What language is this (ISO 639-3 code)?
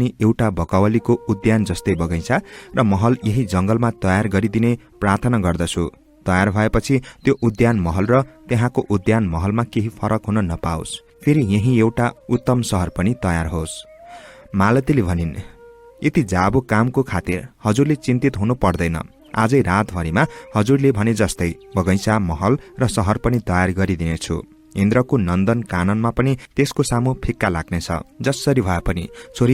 nep